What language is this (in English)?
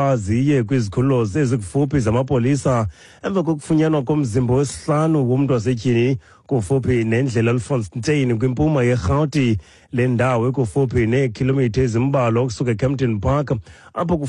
Xhosa